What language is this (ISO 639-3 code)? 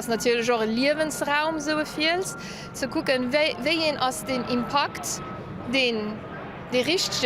ltz